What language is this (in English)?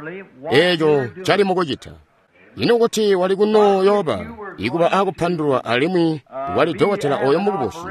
Tonga (Zambia)